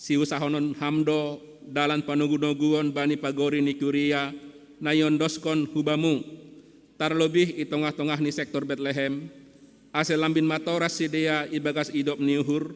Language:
Batak Simalungun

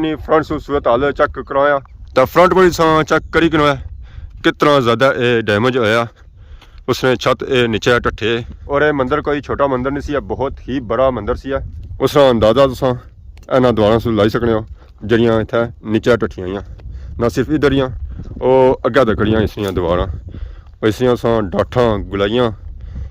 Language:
Pahari-Potwari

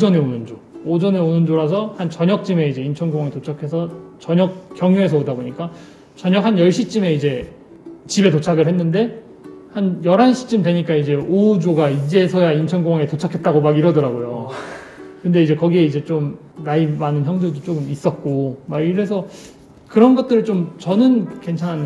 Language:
Korean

